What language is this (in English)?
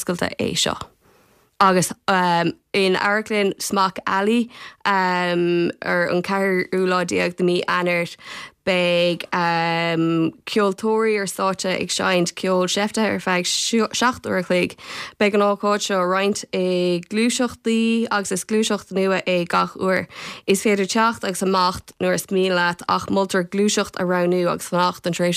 Irish